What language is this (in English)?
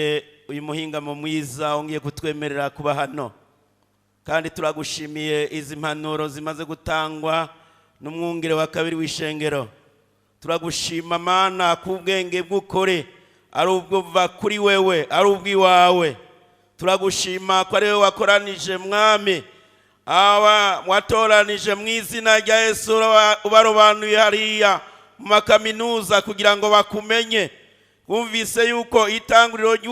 Rundi